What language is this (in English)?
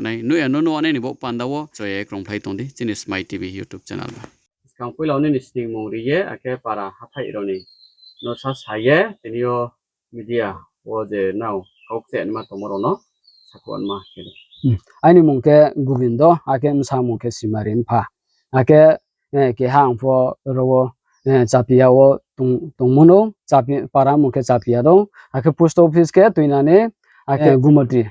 Riang (India)